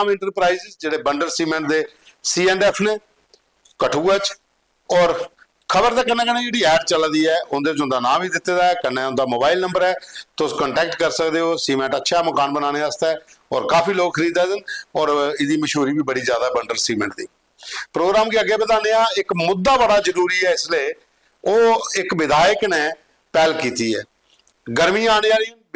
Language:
Dogri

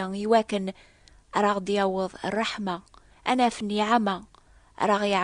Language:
Kabyle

